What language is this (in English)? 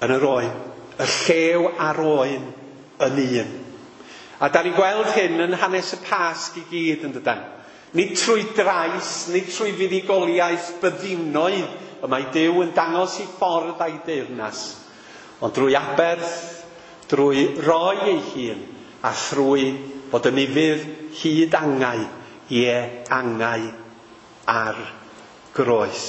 Welsh